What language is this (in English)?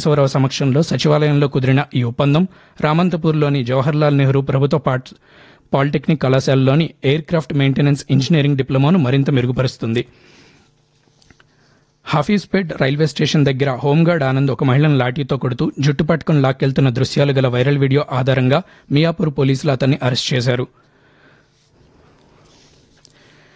Telugu